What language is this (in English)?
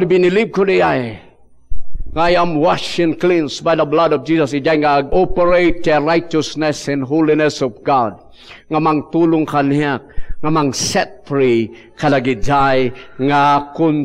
Iloko